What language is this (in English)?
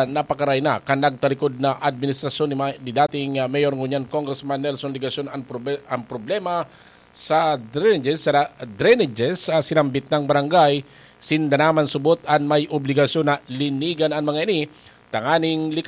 Bikol